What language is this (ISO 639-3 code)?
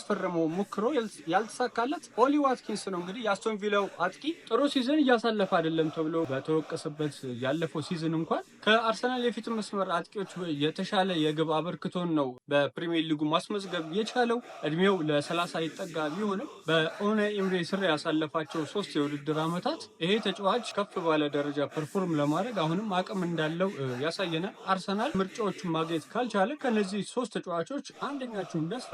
amh